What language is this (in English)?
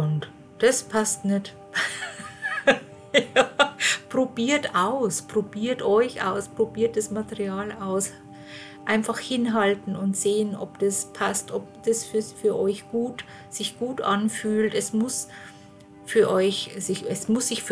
German